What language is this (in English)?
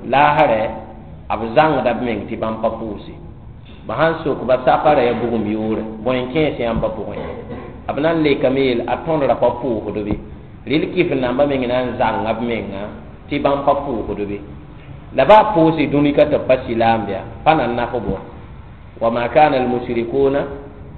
Mossi